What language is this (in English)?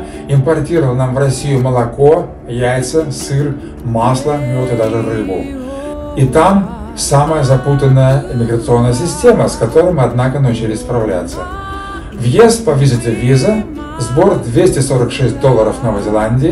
Russian